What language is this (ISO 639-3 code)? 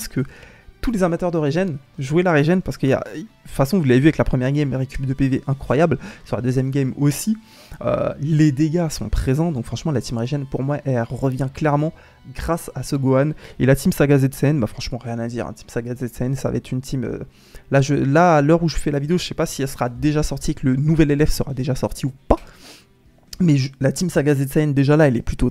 fra